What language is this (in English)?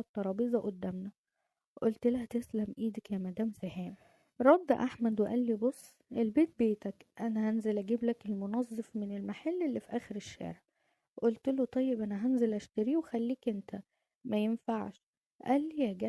Egyptian Arabic